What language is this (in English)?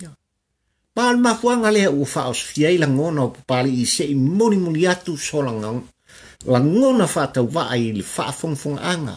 Samoan